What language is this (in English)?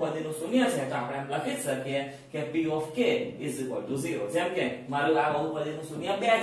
Gujarati